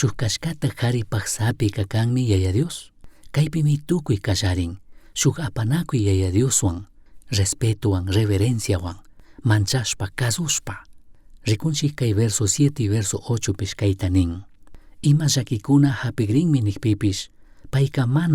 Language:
Chimborazo Highland Quichua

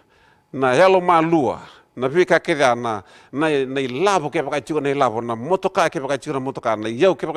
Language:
Fijian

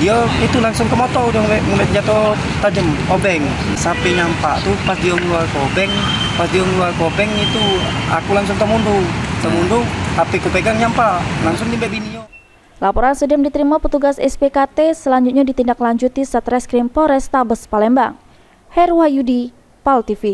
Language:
Musi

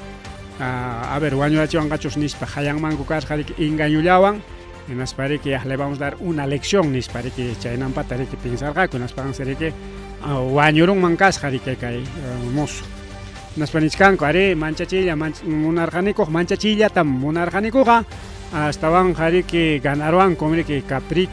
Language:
Ayacucho Quechua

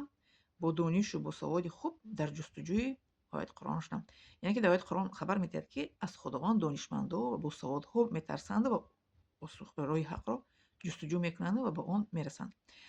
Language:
Tajik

